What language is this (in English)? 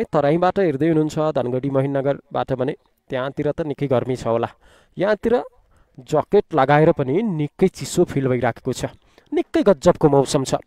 Nepali